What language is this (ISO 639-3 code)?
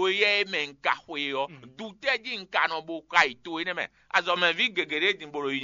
fon